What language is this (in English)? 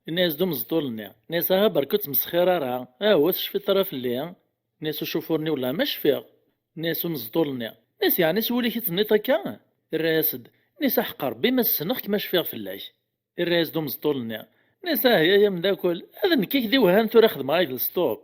Kabyle